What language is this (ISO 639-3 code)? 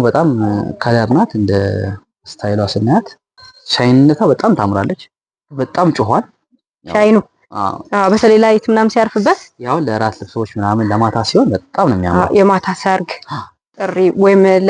amh